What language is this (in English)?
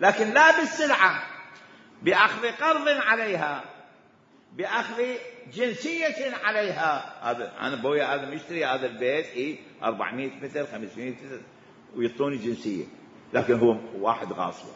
Mesopotamian Arabic